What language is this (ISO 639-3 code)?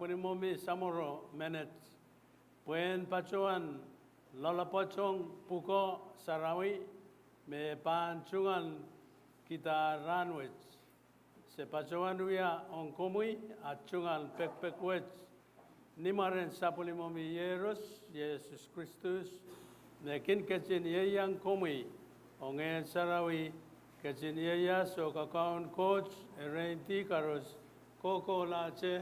pon